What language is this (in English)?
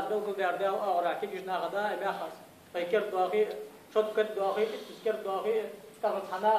Ingush